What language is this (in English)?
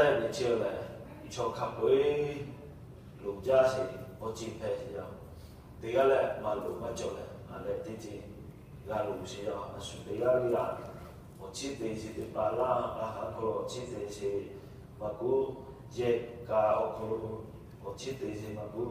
Lahu